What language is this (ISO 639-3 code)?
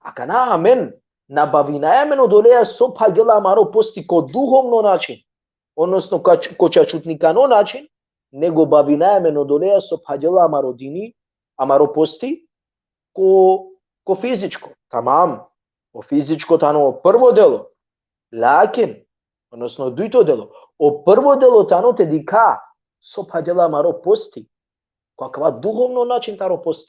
rmn